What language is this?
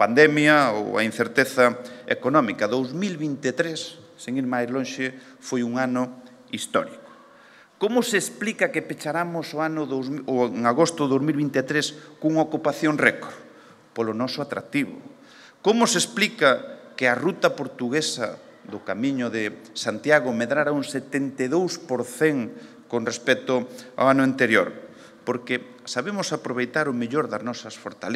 Galician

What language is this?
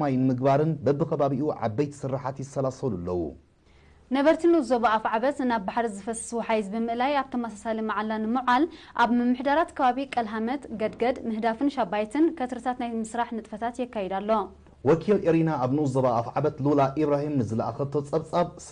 Tigrinya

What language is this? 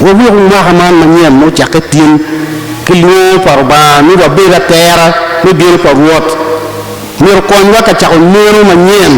Acoli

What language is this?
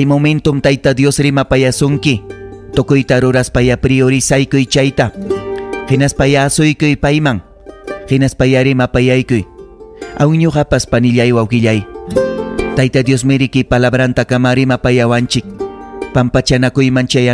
Ayacucho Quechua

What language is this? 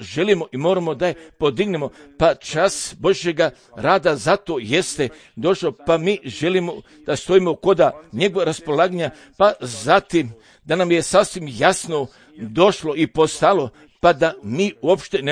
Croatian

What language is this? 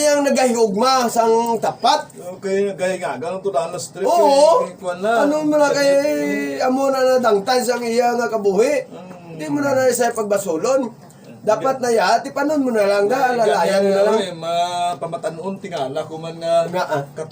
Hiligaynon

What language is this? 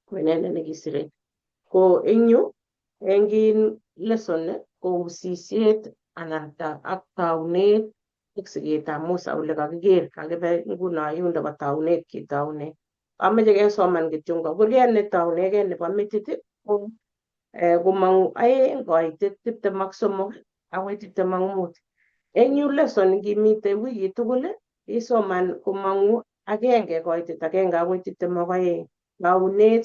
Kalenjin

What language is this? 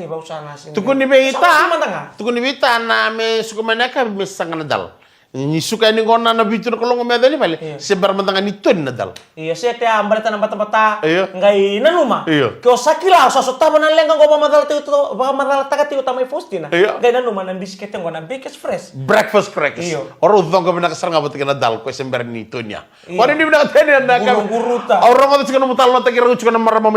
Fijian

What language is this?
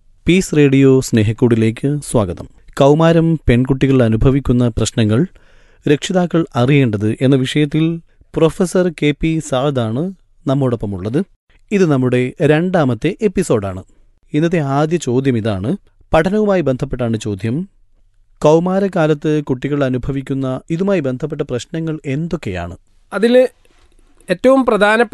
Malayalam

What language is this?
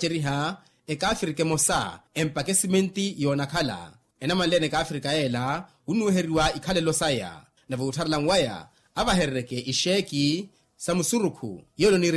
Makhuwa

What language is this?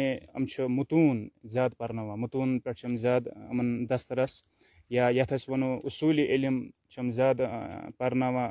Kashmiri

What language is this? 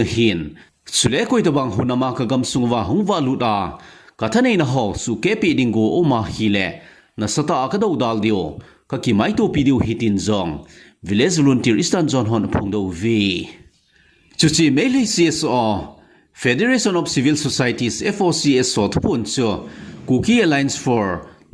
Thado Chin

